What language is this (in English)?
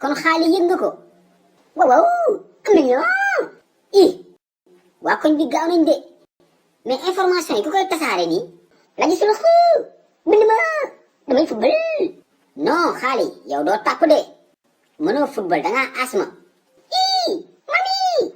Wolof